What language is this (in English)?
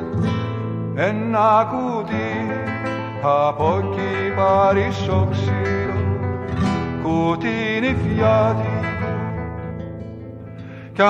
Greek